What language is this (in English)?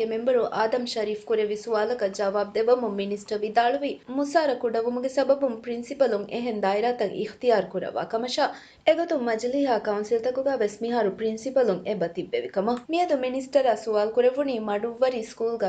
Divehi